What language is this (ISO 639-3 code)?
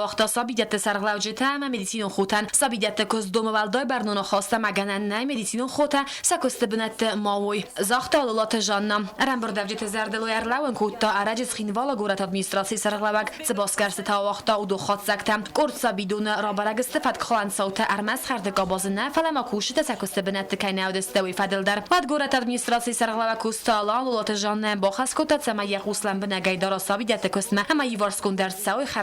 oss